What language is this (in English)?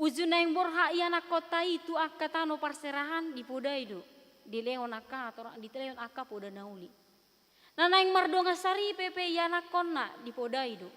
Batak Toba